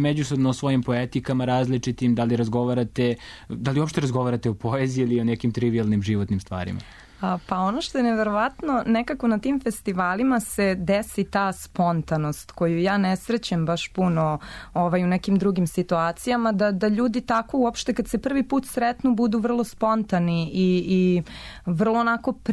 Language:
Serbian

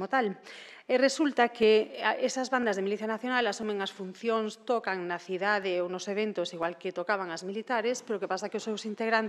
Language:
Galician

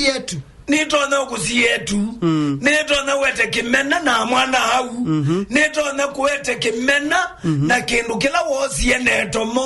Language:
Kamba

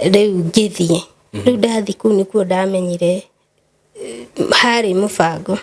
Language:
Kikuyu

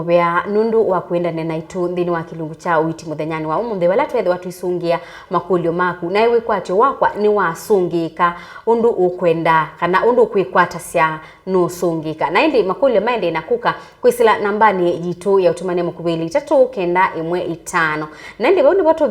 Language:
Kamba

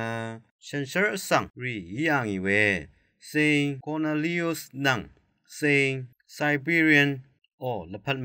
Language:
Rawang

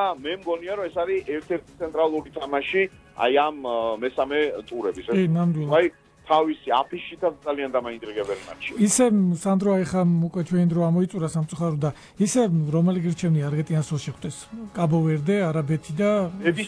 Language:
Georgian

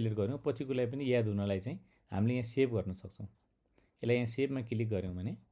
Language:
Nepali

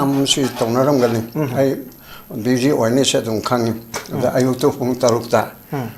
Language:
Manipuri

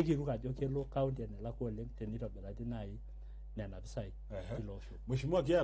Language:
Masai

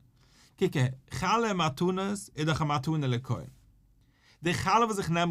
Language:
Yiddish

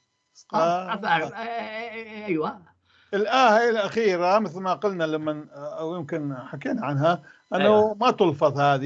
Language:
North Levantine Arabic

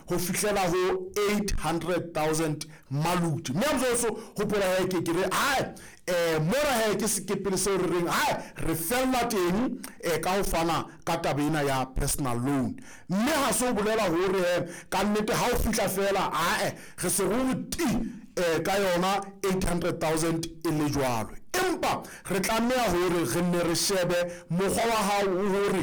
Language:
Southern Sotho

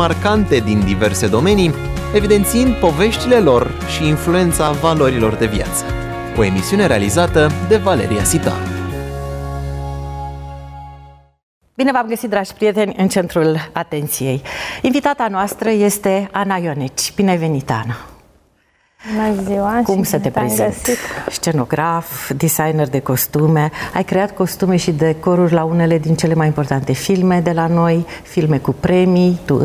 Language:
Romanian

